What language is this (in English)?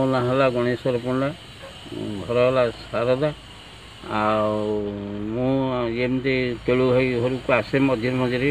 Odia